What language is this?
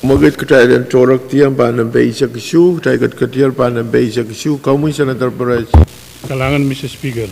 Pohnpeian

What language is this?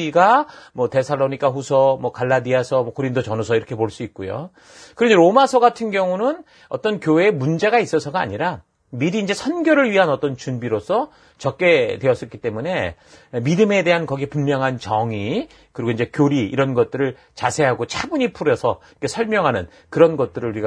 Korean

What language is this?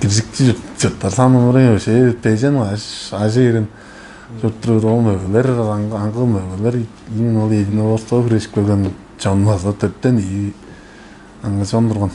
Tuvinian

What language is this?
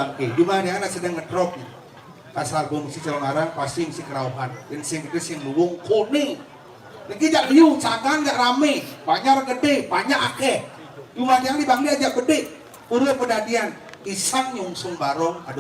Balinese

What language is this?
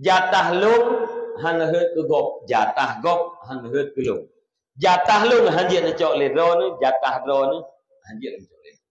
Achinese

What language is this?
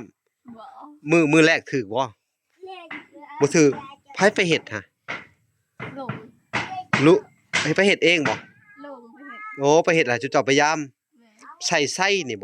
Lao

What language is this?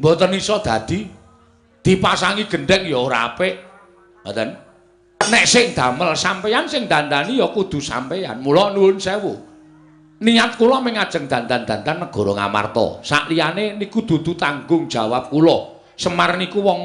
Javanese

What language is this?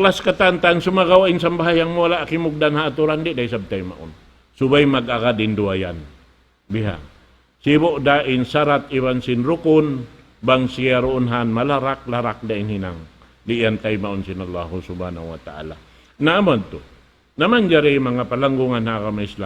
Tausug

